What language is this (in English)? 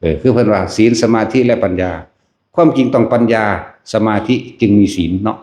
Northeastern Thai